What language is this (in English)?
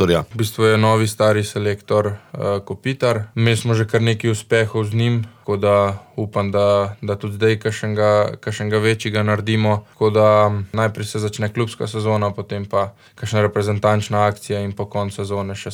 Slovenian